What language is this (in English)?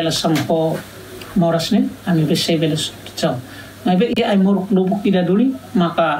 Tetum